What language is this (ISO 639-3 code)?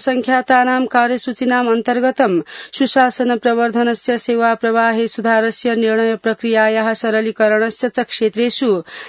san